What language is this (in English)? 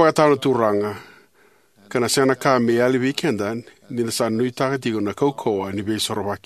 Fijian